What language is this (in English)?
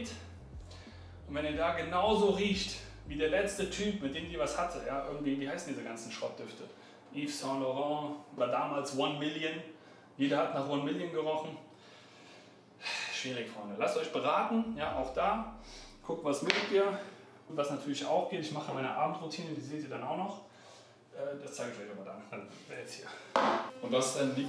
German